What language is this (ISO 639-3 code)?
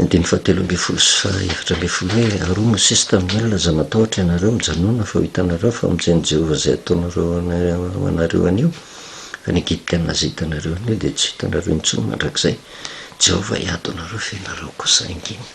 mlg